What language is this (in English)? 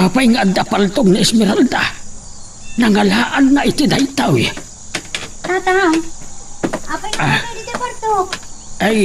Iloko